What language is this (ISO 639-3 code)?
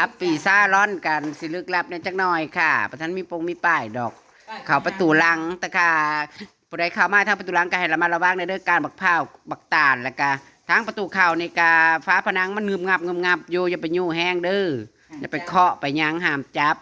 tts